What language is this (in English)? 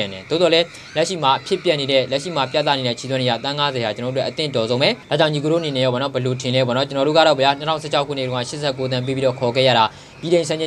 Burmese